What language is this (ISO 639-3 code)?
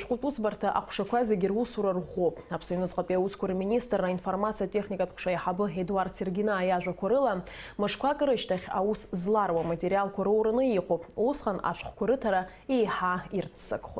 abk